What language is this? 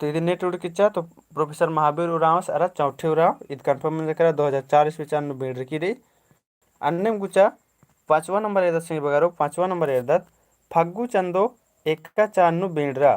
Kurukh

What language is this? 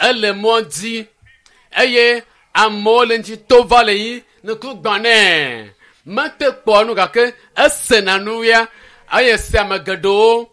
Ewe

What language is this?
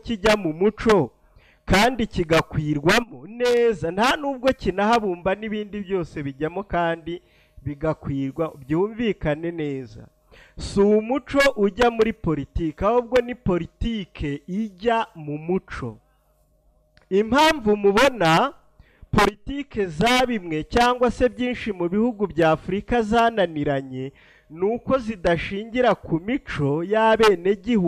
Kinyarwanda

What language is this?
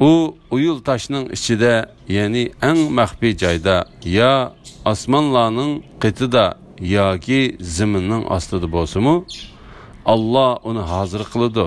Uyghur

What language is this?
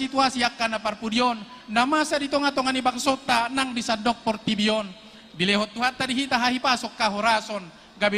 Batak Toba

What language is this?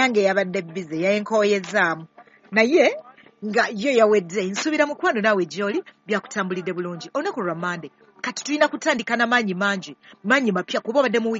Ganda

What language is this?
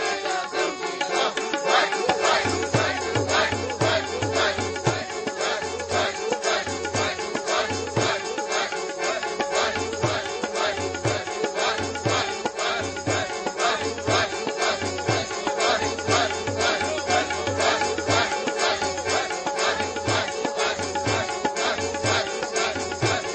Punjabi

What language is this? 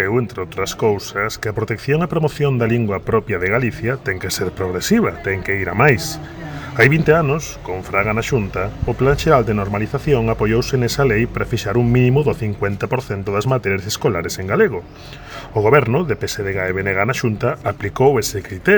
Galician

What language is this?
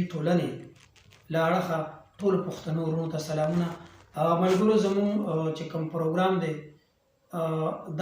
Pashto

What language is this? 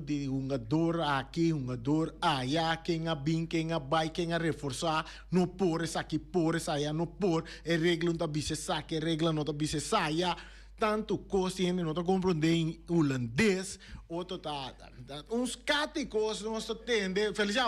Papiamento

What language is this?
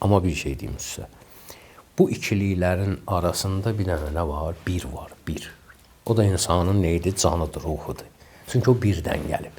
Azerbaijani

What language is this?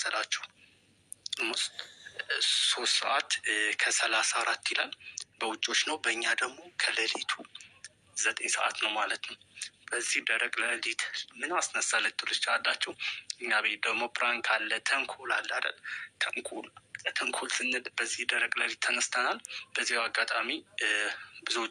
Amharic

